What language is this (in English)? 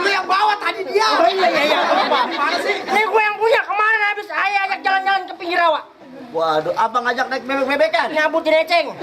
Betawi